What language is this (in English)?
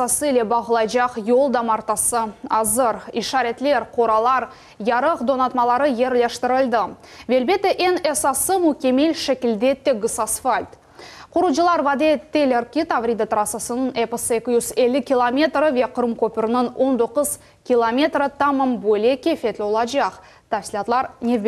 Crimean Tatar